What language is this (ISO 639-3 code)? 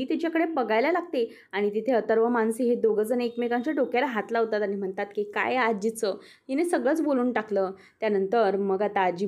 mar